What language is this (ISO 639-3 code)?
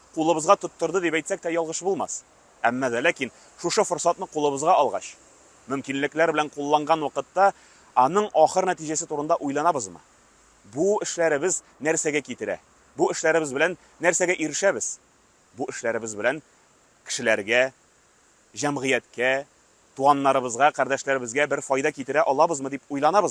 tat